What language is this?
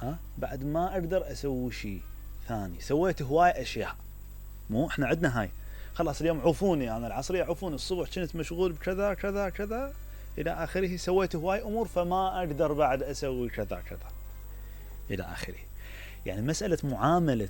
Mesopotamian Arabic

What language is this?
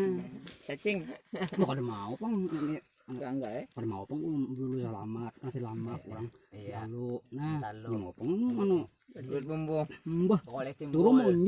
Banjar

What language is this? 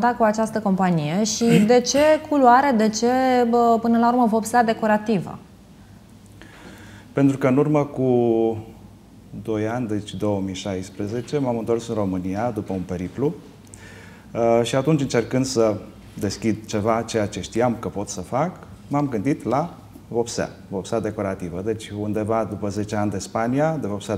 Romanian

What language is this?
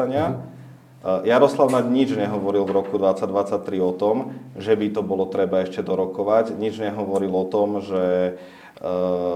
Slovak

